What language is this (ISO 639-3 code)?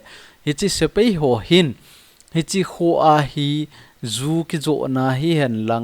tcz